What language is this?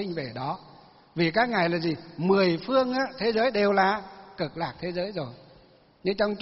Vietnamese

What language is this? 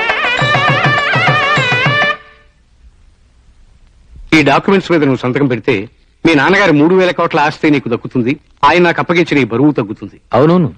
Telugu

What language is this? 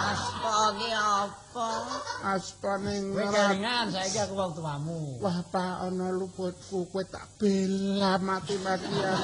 Javanese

